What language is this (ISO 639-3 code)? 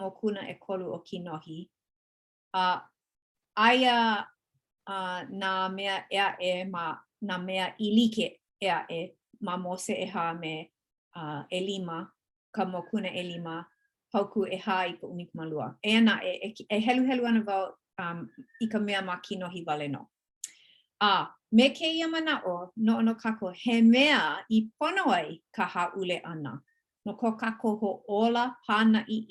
haw